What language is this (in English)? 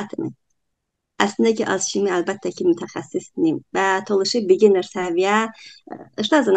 Talysh